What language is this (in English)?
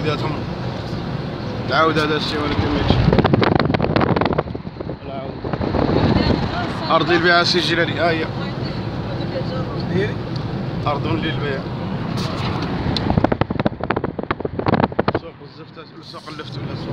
Moroccan Arabic